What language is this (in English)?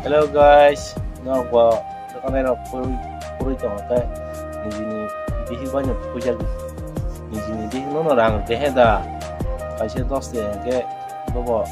Kok Borok